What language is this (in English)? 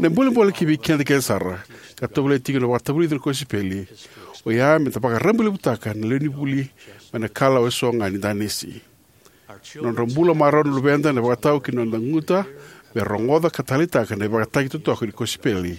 Fijian